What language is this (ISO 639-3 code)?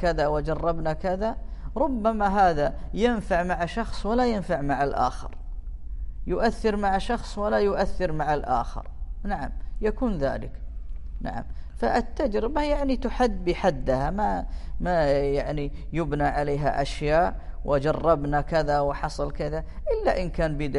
ara